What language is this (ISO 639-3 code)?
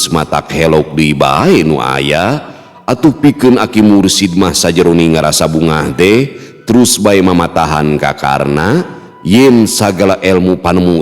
sun